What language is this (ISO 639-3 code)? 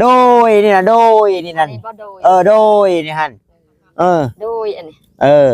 tts